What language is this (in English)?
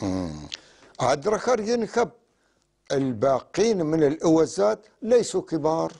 North Levantine Arabic